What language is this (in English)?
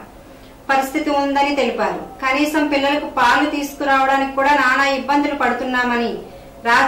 Telugu